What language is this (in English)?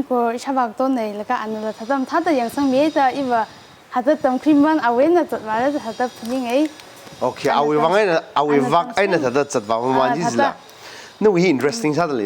Tangkhul Naga (India)